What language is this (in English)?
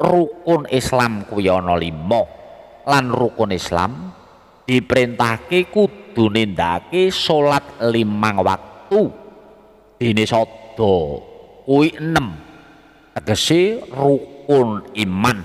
Javanese